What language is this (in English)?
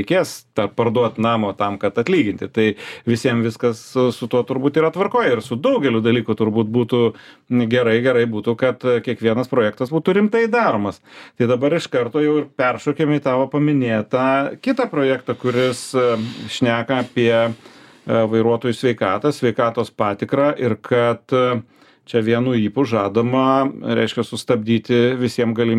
Lithuanian